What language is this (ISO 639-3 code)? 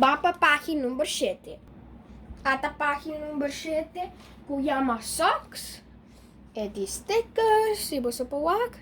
pap